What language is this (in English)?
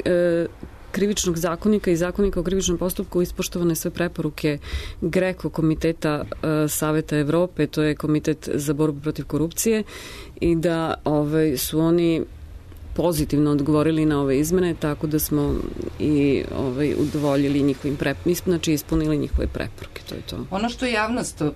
Serbian